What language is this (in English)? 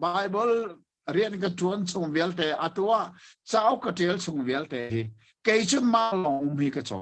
Hakha Chin